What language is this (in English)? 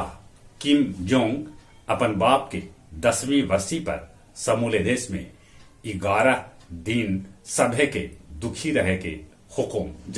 Magahi